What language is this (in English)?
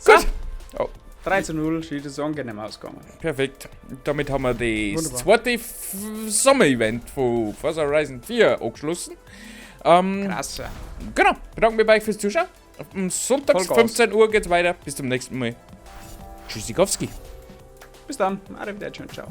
Bavarian